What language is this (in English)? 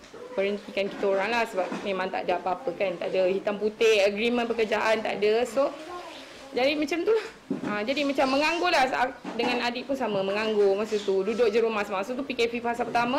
Malay